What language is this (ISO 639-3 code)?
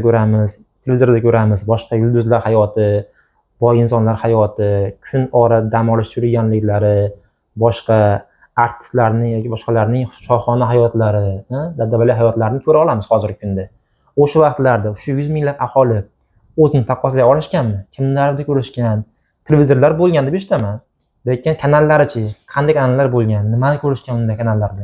uzb